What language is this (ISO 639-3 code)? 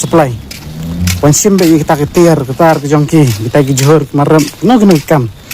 kha